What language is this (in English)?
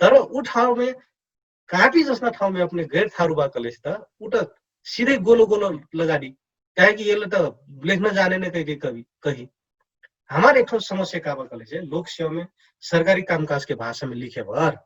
Dangaura Tharu